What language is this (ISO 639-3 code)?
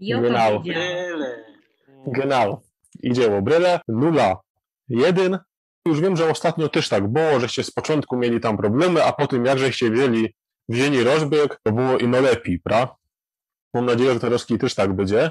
szl